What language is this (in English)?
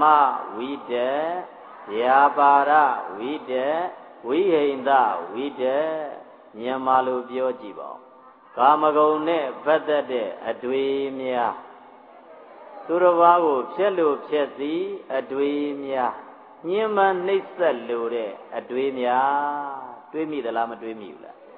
Burmese